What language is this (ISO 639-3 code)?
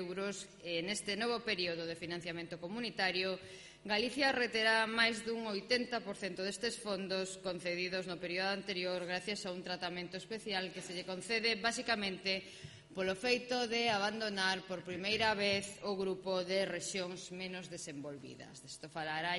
glg